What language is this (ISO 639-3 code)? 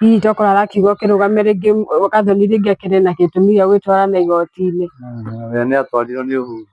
kik